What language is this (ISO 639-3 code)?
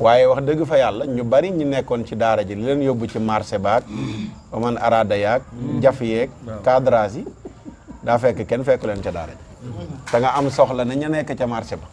wol